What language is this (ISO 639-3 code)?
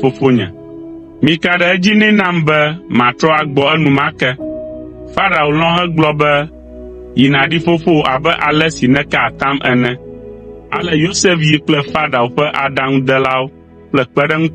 ewe